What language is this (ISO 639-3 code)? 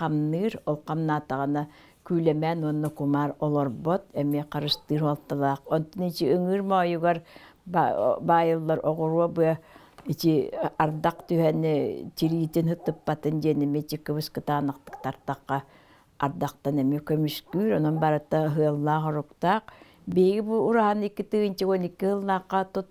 sah